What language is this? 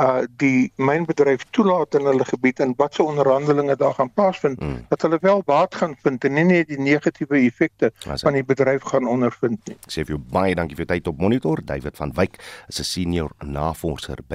Afrikaans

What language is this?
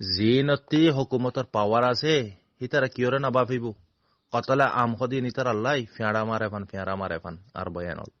Rohingya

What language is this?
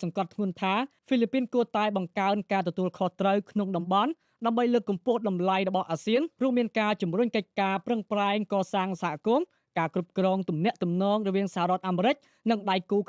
Khmer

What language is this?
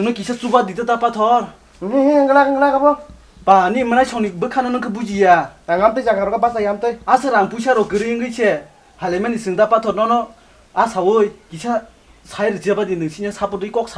Kok Borok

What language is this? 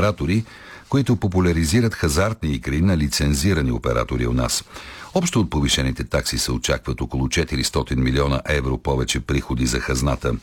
Bulgarian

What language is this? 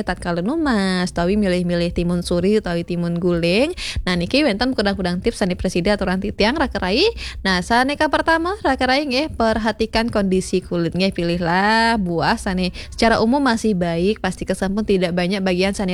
Balinese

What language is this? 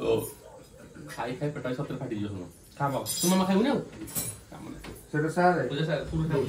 Odia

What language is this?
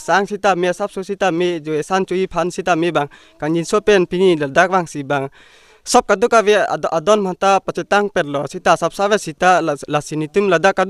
Karbi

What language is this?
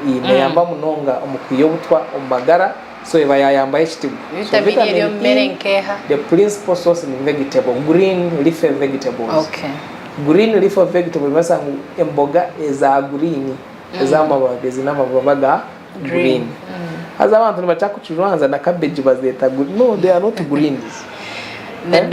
Nyankole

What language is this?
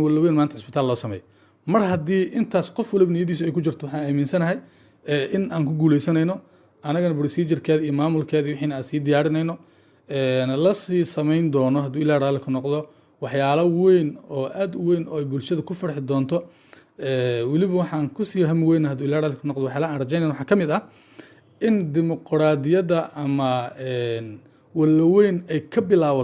Somali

